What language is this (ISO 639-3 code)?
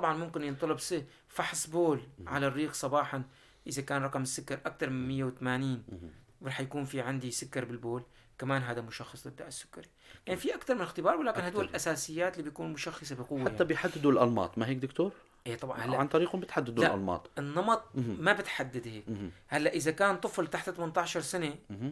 apc